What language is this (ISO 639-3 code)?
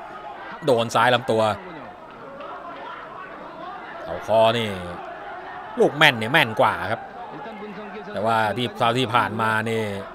tha